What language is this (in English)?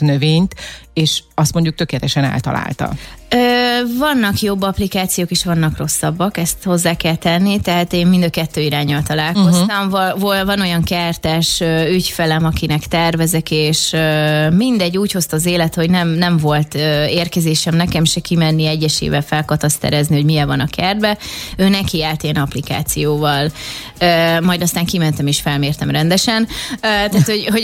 Hungarian